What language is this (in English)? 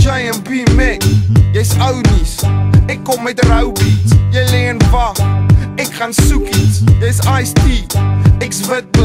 Afrikaans